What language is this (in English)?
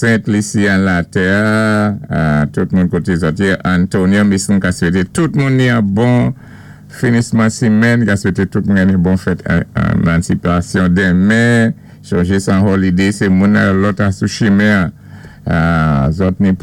Saint Lucian Creole French